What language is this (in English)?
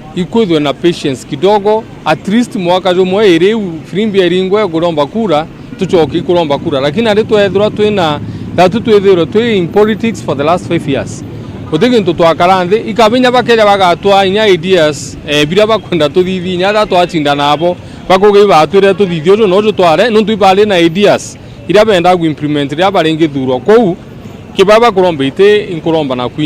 Meru